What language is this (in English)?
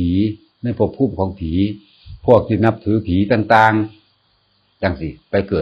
Northeastern Thai